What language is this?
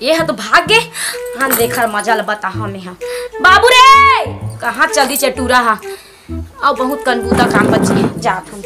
Chhattisgarhi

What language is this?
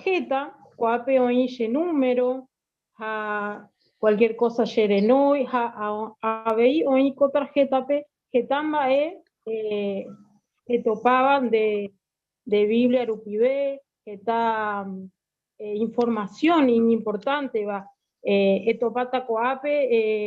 Guarani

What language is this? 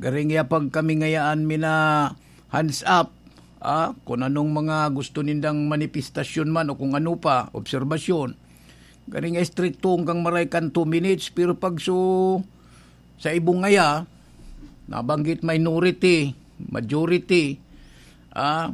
Bikol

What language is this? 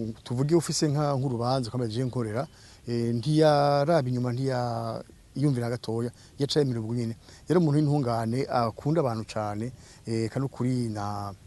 Rundi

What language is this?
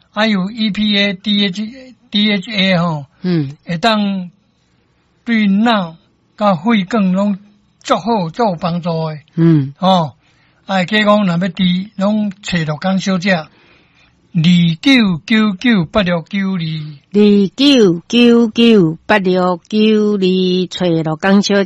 Min Nan Chinese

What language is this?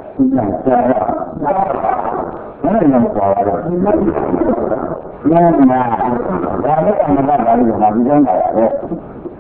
Burmese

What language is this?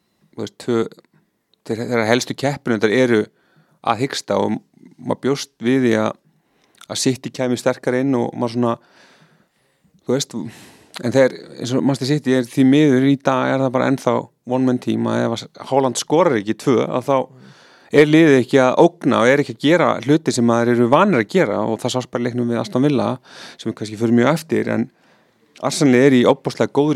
Icelandic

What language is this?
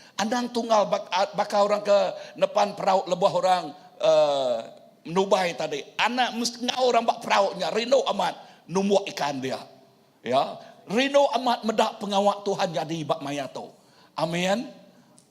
Iban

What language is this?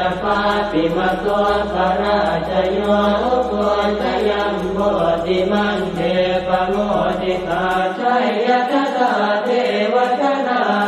Pali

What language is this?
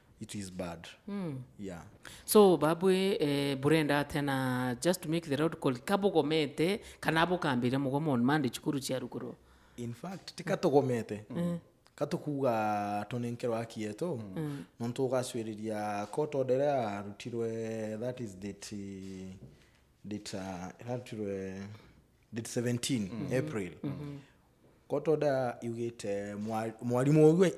Meru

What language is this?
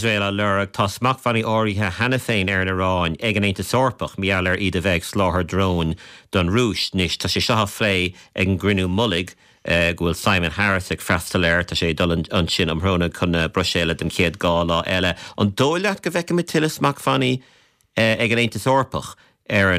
Irish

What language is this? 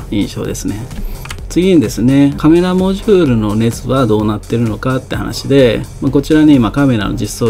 Japanese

